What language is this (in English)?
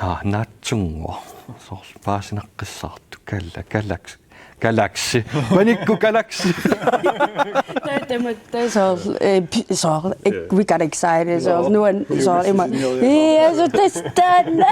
Kalaallisut